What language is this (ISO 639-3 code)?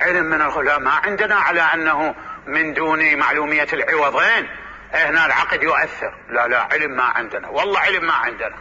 acm